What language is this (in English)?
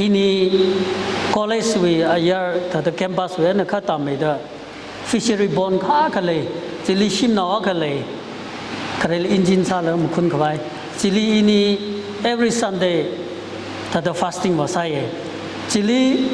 Tangkhul Naga (India)